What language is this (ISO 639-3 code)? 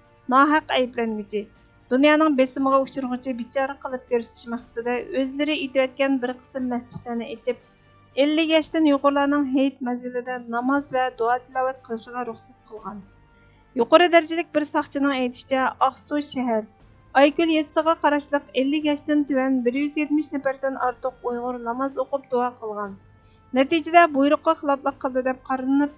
uig